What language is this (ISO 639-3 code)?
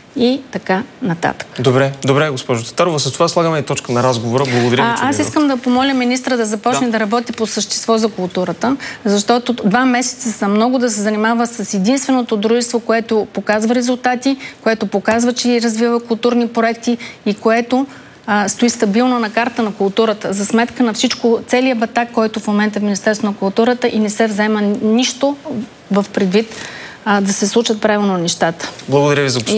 bul